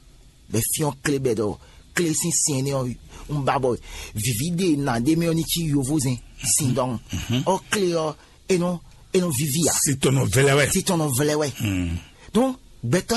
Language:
Fon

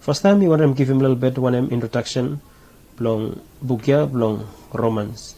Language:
Bislama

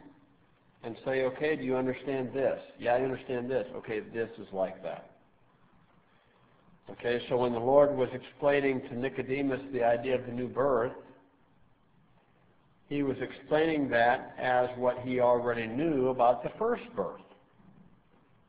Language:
English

